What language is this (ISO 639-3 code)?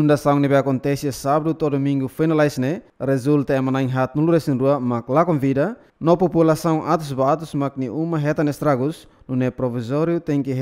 tet